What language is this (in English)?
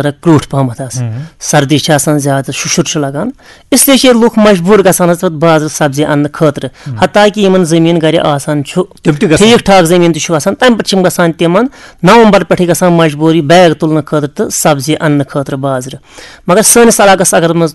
Kashmiri